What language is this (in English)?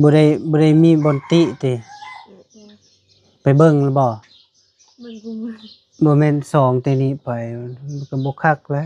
Lao